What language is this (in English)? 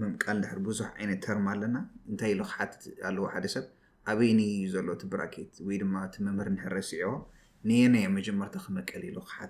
Tigrinya